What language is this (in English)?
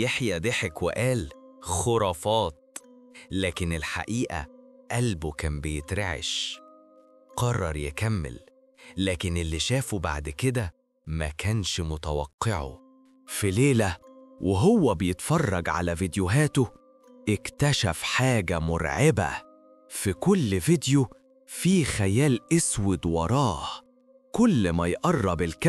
Egyptian Arabic